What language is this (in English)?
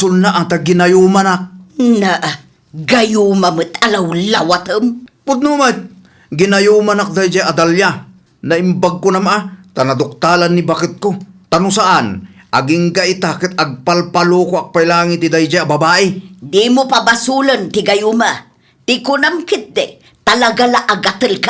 Iloko